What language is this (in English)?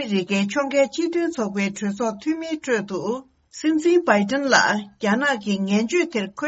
Tibetan